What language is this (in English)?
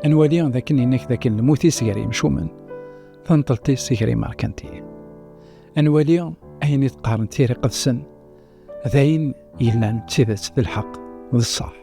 Kabyle